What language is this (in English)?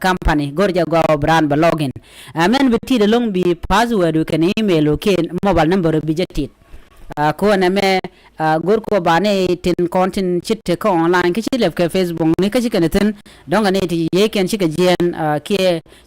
Nuer